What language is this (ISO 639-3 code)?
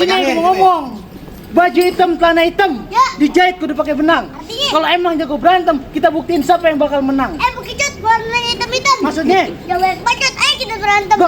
bew